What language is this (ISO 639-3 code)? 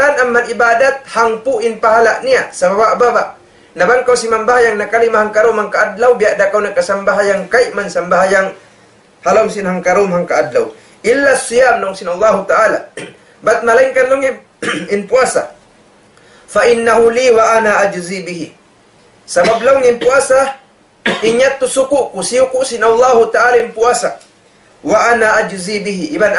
tsg